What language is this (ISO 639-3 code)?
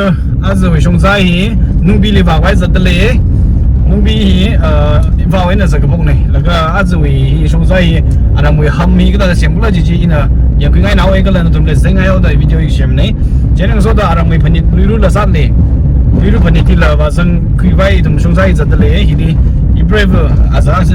nmf